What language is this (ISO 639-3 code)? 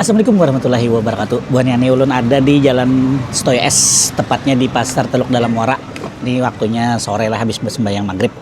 bjn